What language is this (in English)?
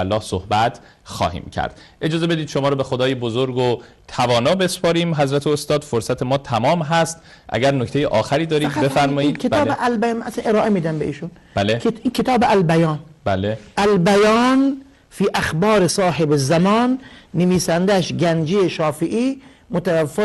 Persian